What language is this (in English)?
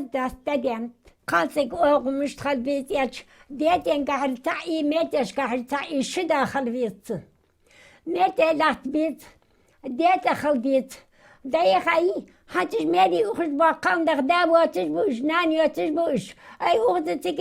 Ingush